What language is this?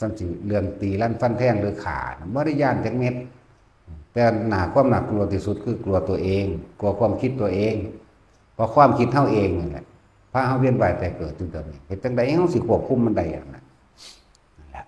Northeastern Thai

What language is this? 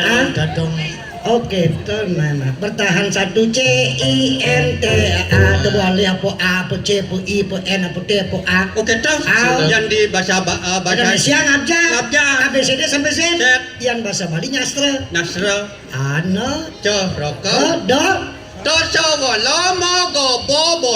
Balinese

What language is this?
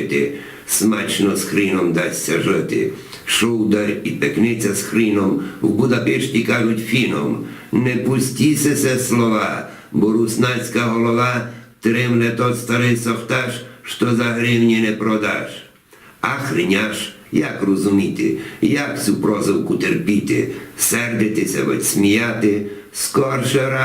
Rusyn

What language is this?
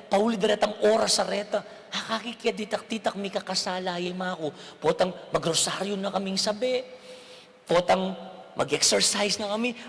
Pampanga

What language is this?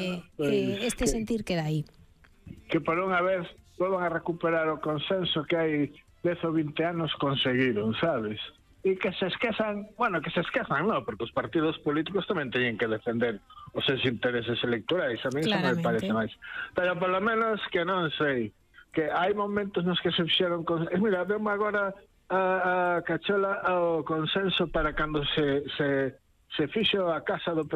Galician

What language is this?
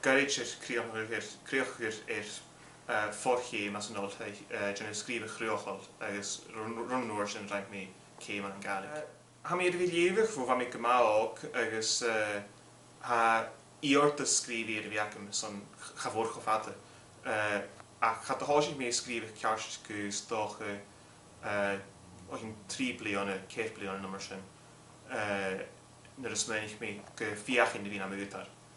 Scottish Gaelic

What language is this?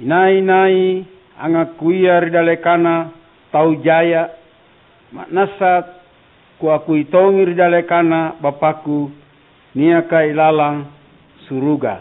Makasar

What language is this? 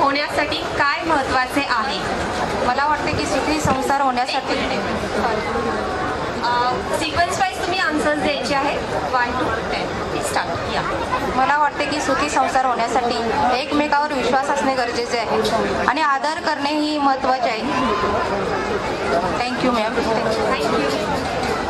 Marathi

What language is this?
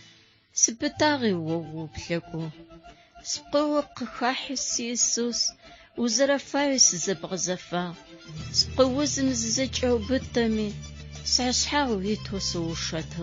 Adyghe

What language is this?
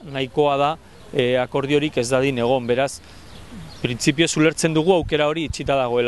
Basque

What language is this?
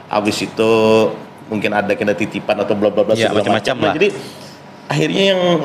Banjar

